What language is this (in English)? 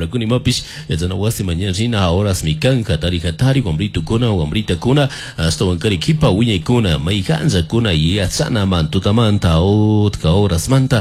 Chimborazo Highland Quichua